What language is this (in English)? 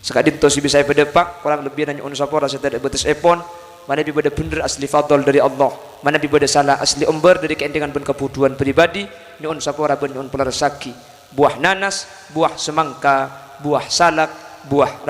Madurese